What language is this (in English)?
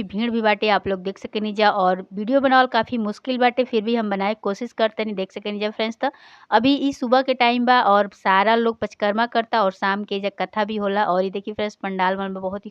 Bhojpuri